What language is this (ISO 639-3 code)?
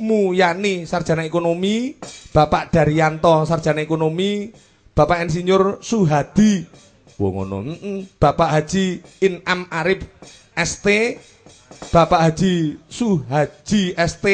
jav